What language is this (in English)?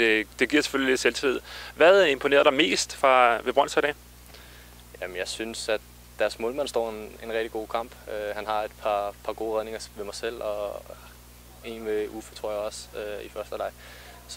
Danish